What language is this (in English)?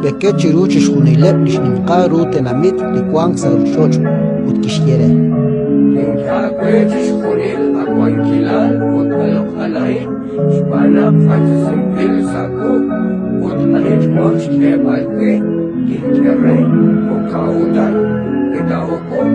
Kekchí